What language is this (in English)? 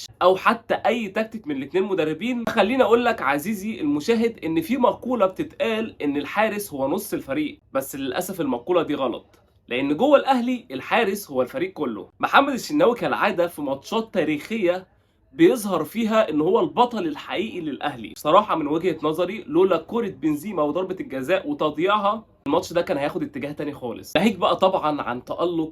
Egyptian Arabic